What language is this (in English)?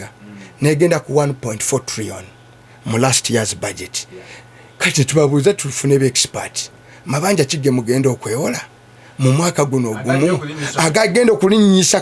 Ganda